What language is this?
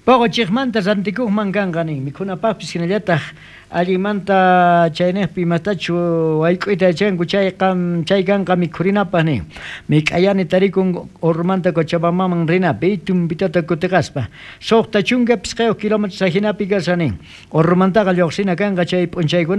South Bolivian Quechua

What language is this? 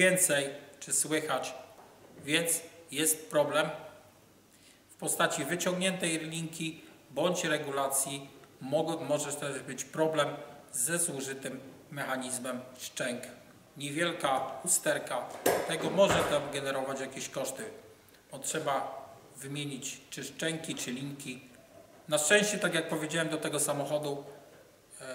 Polish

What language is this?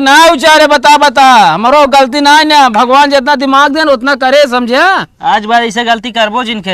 Awadhi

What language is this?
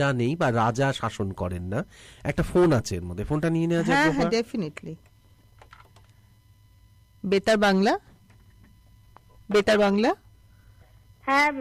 Bangla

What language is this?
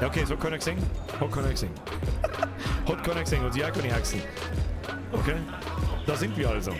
Bavarian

